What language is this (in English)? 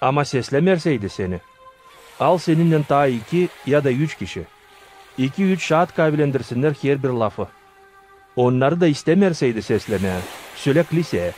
Gagauz